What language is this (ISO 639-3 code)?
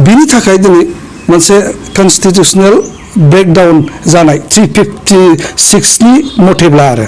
brx